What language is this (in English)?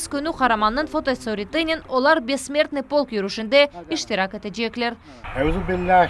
Crimean Tatar